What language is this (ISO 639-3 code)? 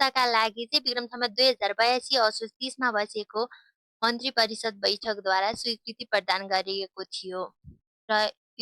nep